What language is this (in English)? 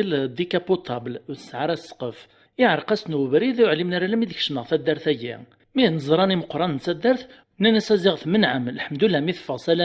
Kabyle